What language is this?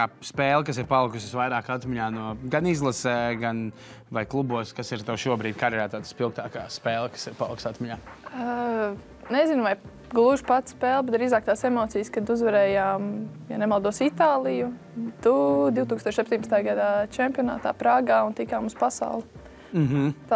Latvian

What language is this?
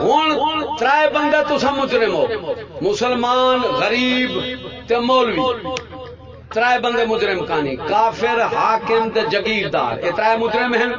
Saraiki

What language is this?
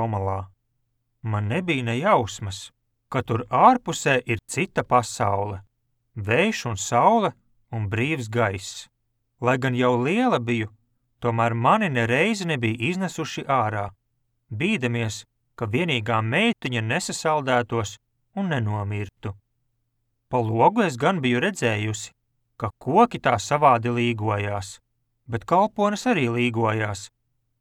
Latvian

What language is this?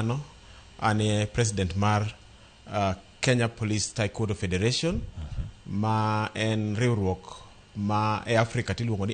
Luo (Kenya and Tanzania)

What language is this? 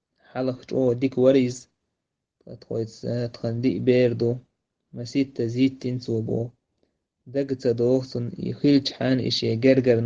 Chechen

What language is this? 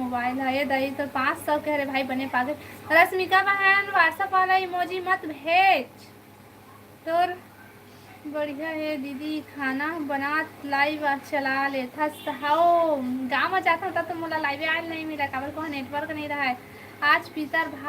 Chhattisgarhi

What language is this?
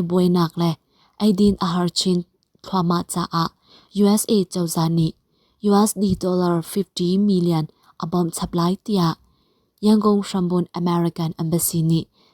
Hakha Chin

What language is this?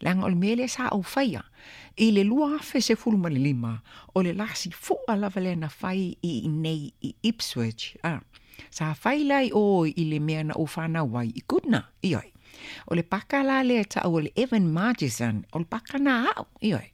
Samoan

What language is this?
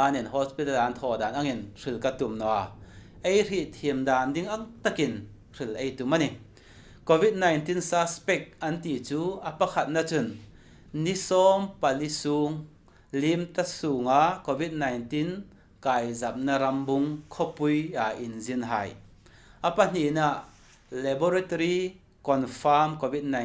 Hmar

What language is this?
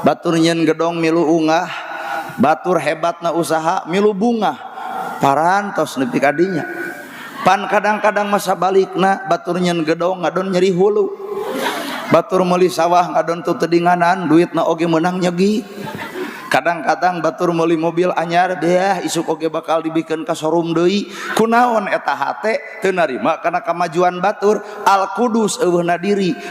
Sundanese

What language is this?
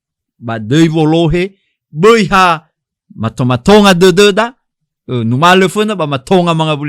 Nias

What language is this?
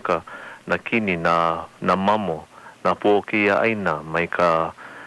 Hawaiian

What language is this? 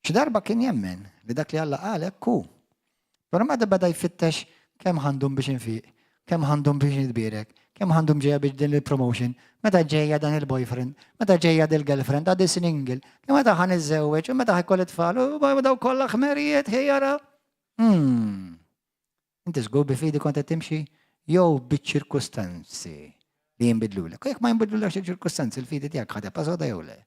Maltese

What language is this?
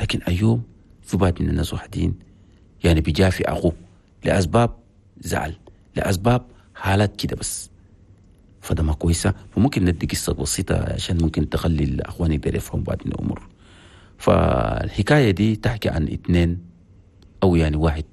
Chadian Arabic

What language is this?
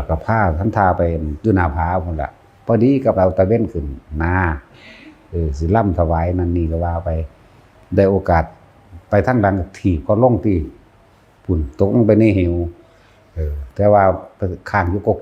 Northeastern Thai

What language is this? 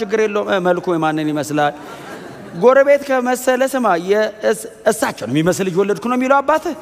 Amharic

